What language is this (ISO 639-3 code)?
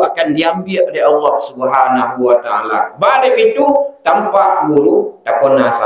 min